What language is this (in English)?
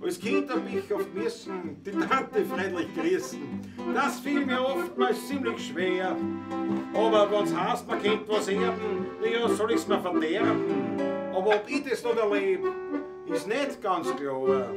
Bavarian